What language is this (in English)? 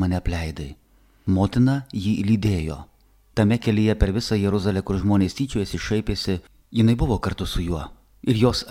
Lithuanian